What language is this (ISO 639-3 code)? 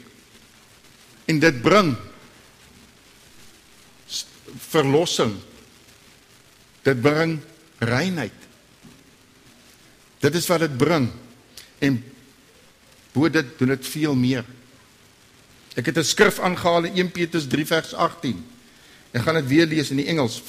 afr